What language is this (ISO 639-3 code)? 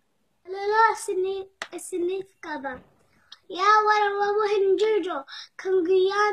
orm